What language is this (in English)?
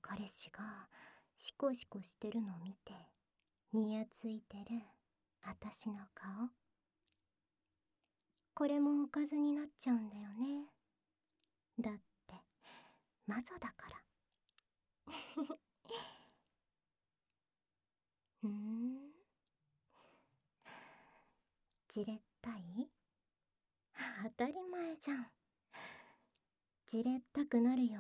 Japanese